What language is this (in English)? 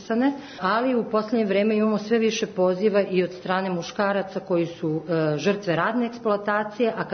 Serbian